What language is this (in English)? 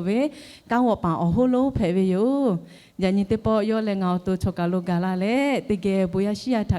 Lahu